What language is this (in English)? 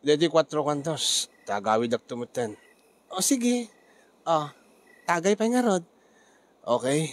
Iloko